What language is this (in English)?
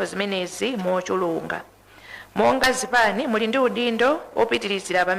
Nyanja